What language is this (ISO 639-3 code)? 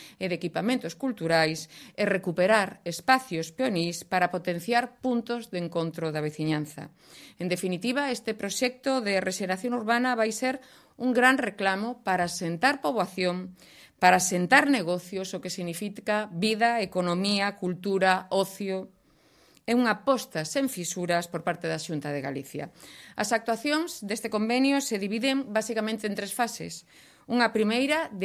glg